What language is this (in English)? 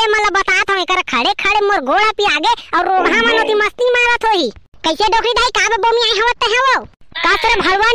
Chhattisgarhi